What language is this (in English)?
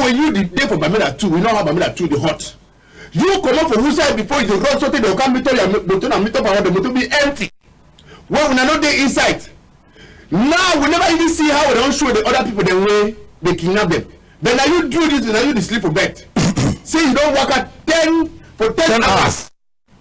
Cameroon Pidgin